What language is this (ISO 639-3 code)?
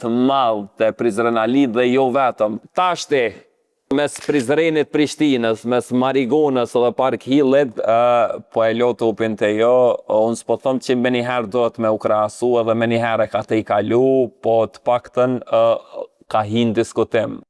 sqi